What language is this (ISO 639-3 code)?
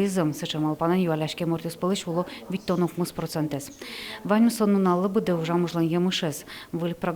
udm